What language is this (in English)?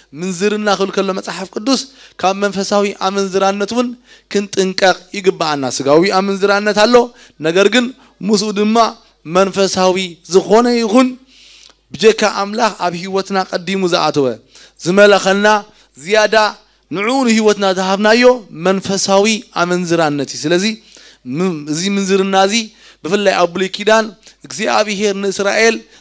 Tigrinya